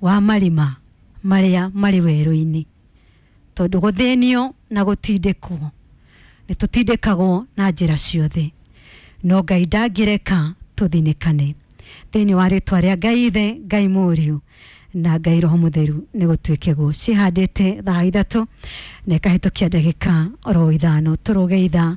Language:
Kikuyu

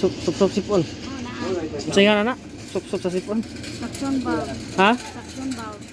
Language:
Cebuano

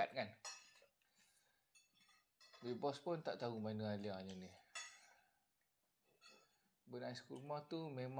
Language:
Malay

